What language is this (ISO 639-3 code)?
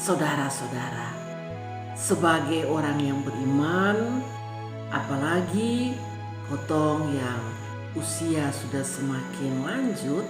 mkn